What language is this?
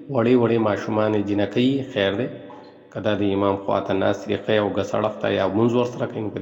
Pashto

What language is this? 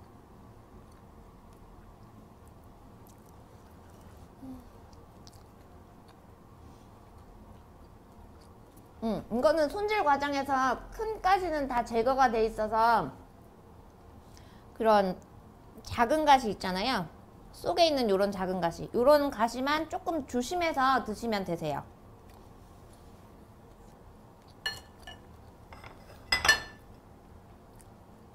Korean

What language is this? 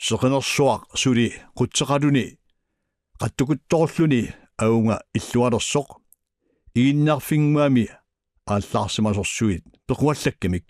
Kalaallisut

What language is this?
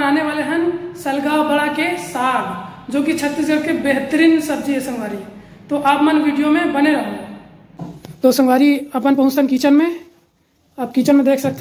Chhattisgarhi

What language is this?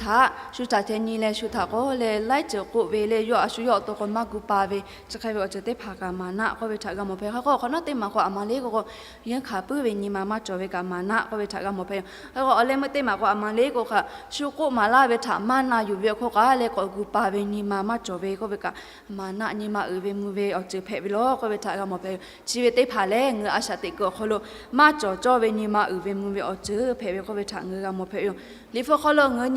Lahu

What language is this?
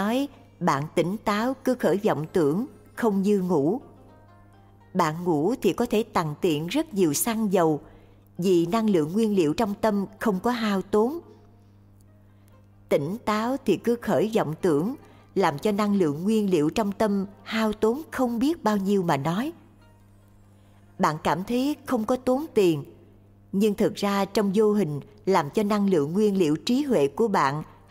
Vietnamese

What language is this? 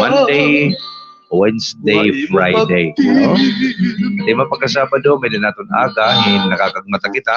Waray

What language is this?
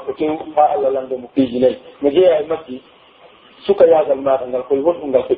Pular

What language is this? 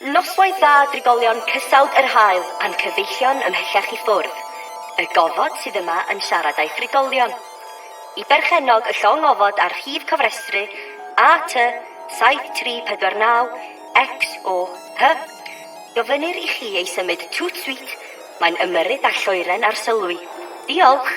Welsh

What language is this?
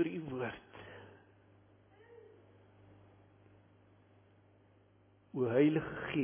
Afrikaans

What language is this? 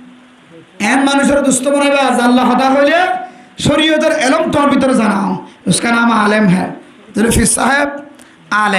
Rohingya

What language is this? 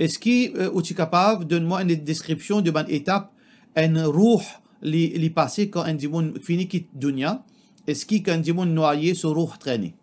Morisyen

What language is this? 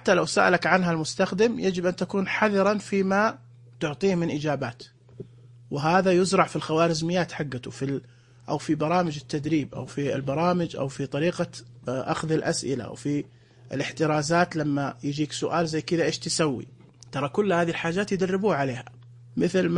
Najdi Arabic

